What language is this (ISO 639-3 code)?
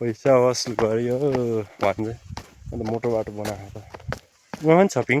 nep